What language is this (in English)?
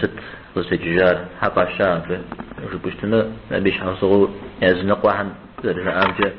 Kabardian